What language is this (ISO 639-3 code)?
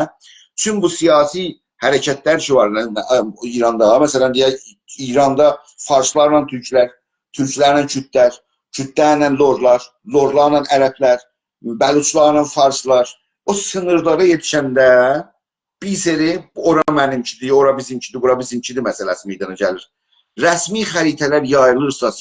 azb